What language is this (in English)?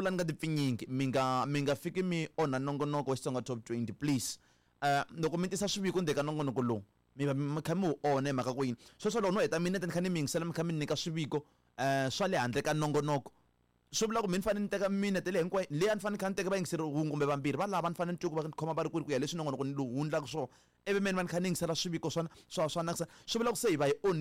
Tsonga